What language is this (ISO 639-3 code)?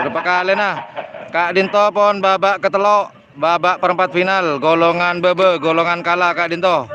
mad